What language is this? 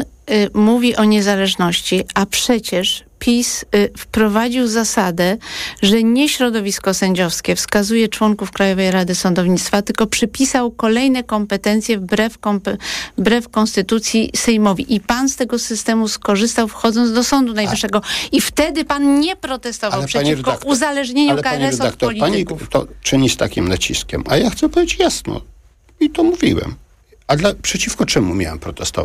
Polish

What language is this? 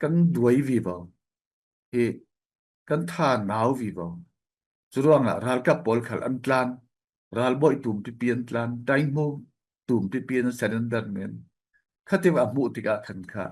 Falam Chin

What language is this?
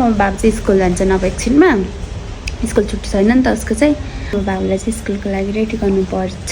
Nepali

